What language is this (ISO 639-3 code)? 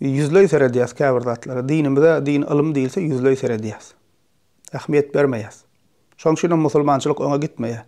tuk